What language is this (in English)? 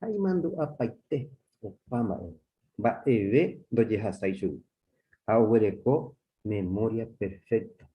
Guarani